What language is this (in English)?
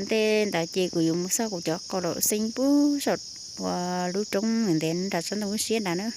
Hmong